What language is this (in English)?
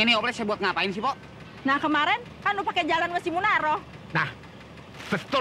Betawi